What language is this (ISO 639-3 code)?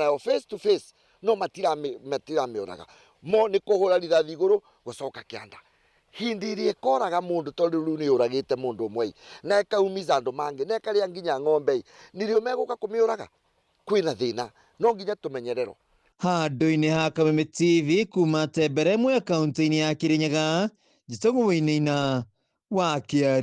kik